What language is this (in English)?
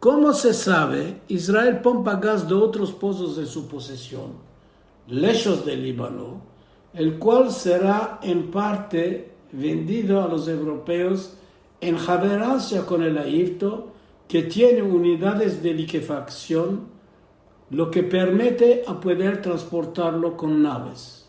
Ladino